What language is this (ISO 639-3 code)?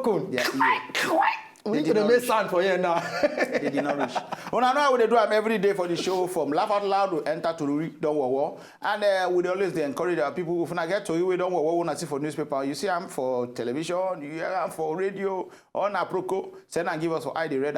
pcm